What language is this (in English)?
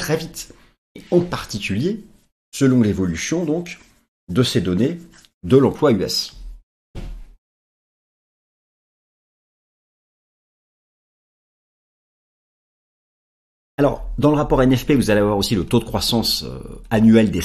French